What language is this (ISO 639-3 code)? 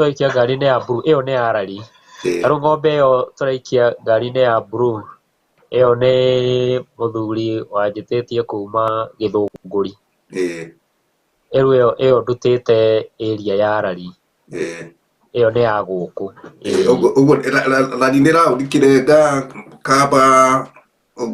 kik